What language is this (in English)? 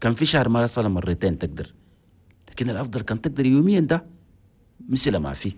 Chadian Arabic